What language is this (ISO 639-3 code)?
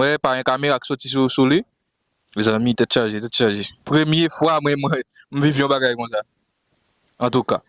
hat